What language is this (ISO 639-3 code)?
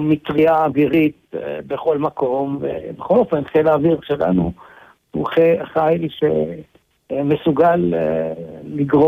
heb